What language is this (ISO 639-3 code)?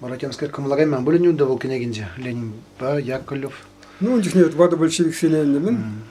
chv